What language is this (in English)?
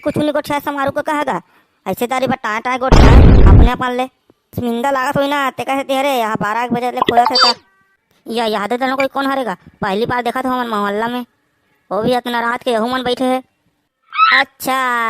Chhattisgarhi